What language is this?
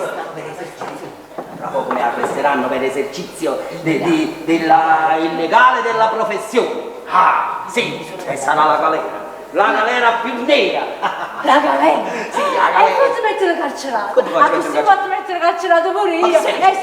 Neapolitan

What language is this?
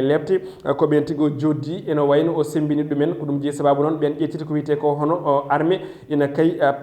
Fula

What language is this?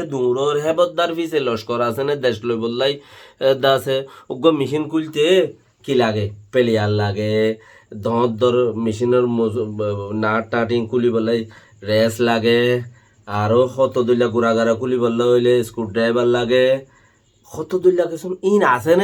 Rohingya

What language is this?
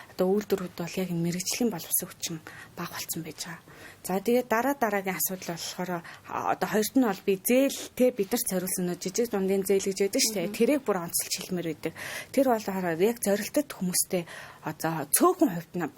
Mongolian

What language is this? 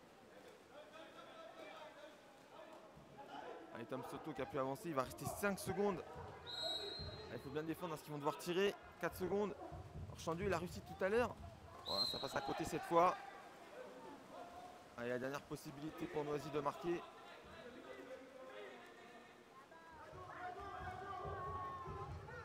French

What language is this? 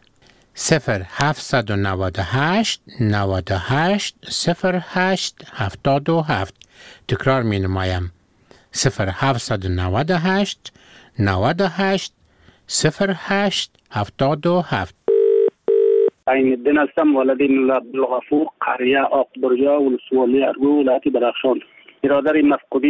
Persian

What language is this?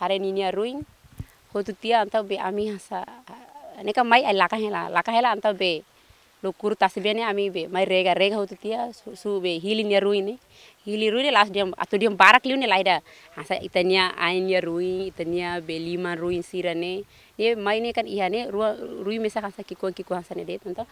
Tetum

